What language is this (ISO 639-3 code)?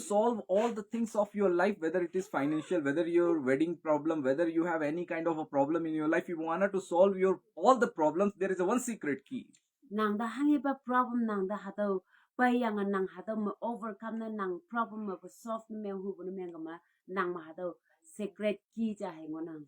nbe